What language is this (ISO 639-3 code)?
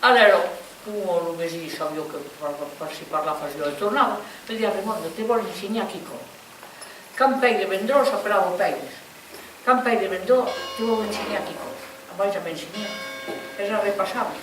oci